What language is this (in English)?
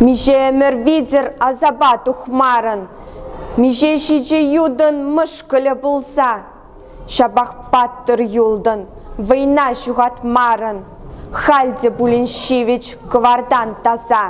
Chuvash